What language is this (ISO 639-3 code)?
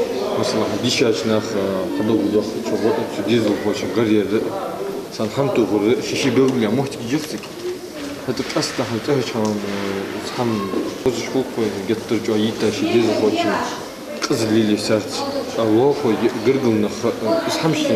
inh